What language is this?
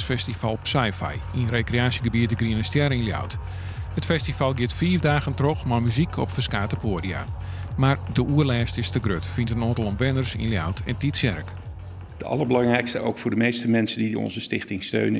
Western Frisian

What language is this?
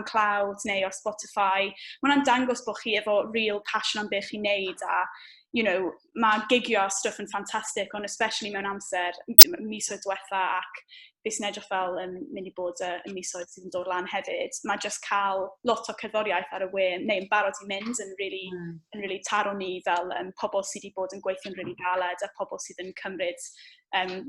Welsh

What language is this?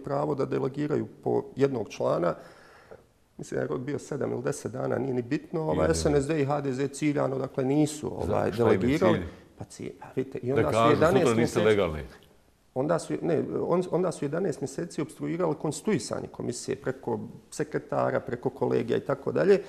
Bosnian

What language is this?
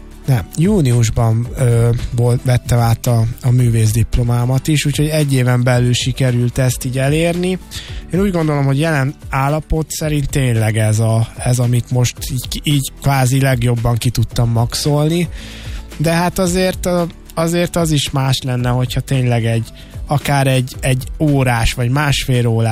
Hungarian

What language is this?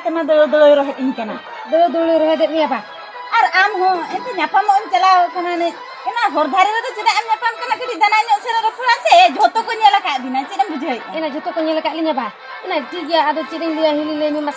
Santali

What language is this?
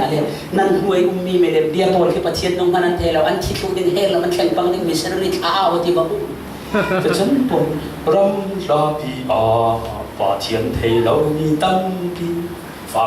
Falam Chin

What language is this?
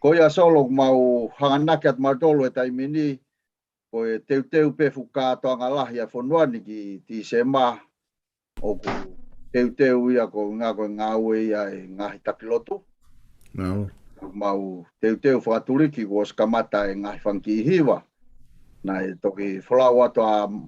Tongan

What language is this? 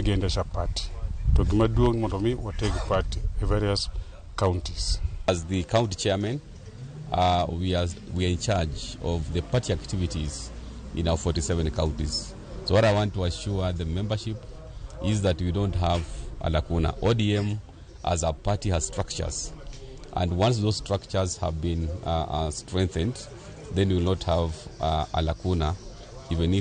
Luo (Kenya and Tanzania)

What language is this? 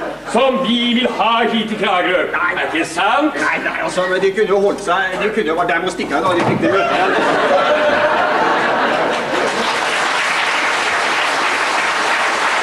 Norwegian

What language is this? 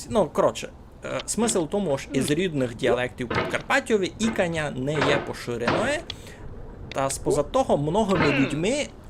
Rusyn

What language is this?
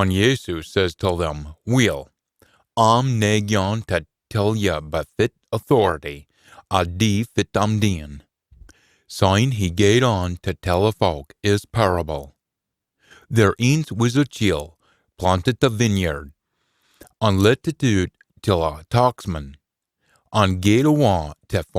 Scots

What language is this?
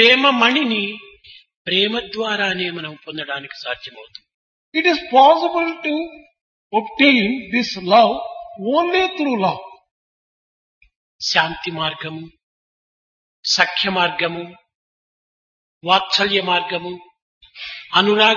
Telugu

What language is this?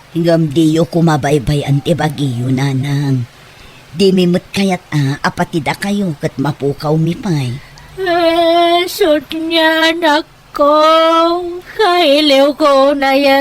Iloko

